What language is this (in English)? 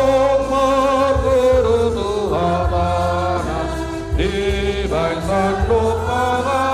Batak Toba